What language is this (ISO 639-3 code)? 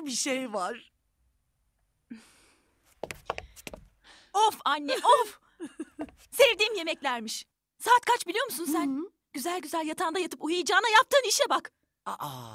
tur